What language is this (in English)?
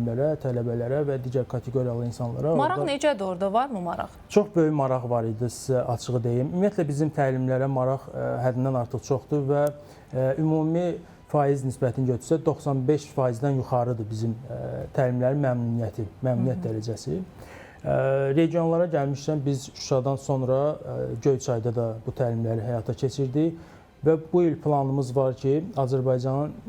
Azerbaijani